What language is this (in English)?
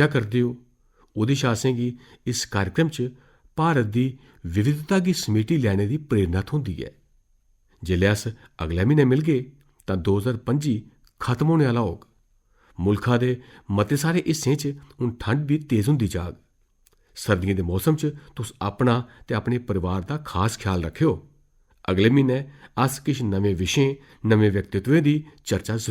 Dogri